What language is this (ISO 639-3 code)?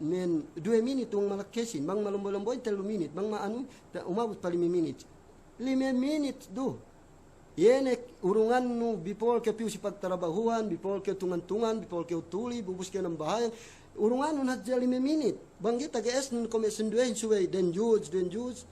yka